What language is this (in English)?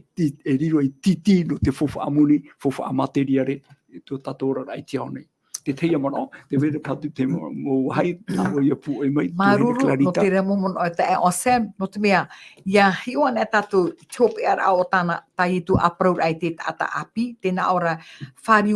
Tahitian